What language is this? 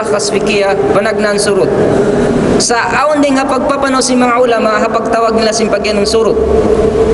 Tausug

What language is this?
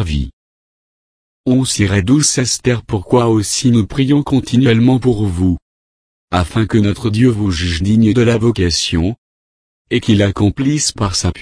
French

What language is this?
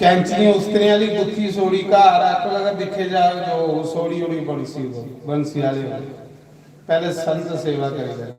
Dogri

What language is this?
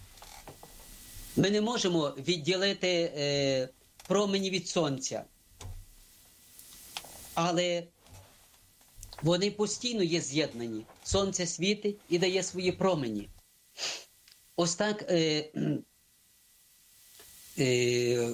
Ukrainian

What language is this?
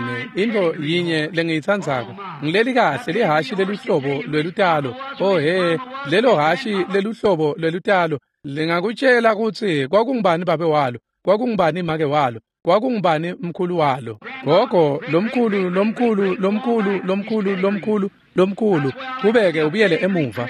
Swati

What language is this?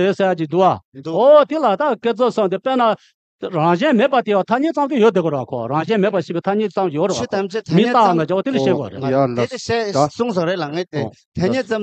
Tibetan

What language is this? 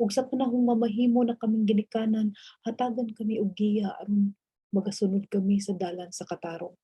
Cebuano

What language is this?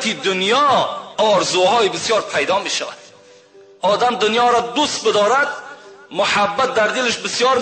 Tajik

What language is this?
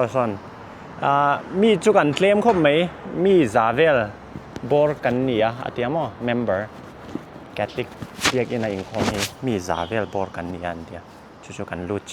Mizo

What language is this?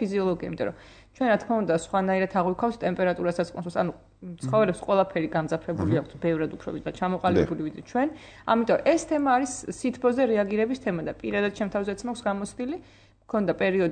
Georgian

